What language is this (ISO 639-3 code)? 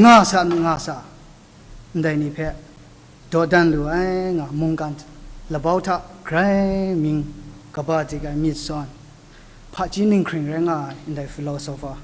kac